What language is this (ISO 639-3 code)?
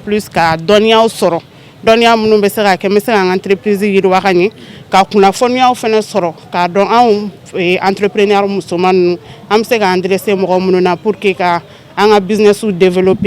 bam